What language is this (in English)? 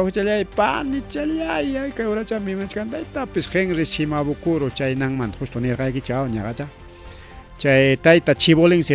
Ayacucho Quechua